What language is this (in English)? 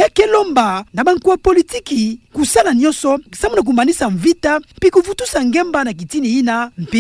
Kituba (Democratic Republic of Congo)